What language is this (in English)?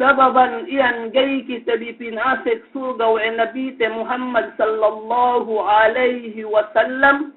Yakan